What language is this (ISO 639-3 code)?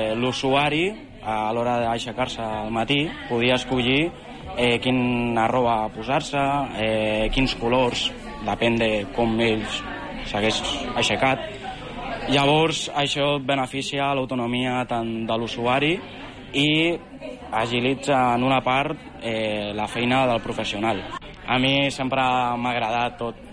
cat